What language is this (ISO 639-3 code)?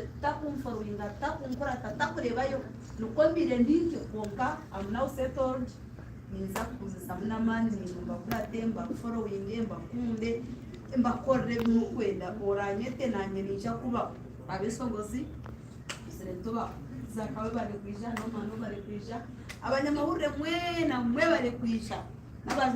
nyn